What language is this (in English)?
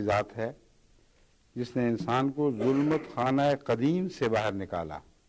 Urdu